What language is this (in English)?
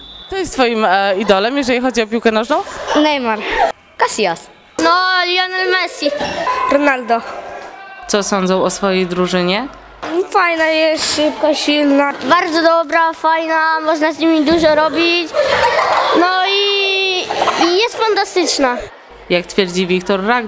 Polish